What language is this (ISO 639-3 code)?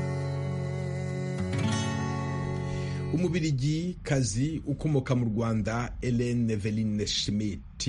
kin